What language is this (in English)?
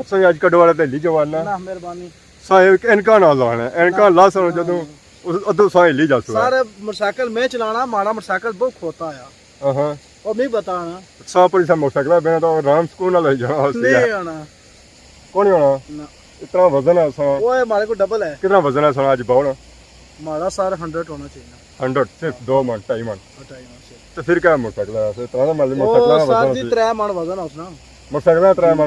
Pahari-Potwari